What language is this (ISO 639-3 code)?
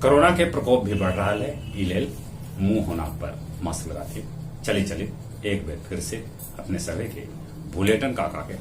mag